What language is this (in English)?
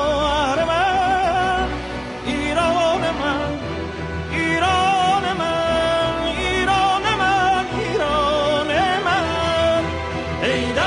Persian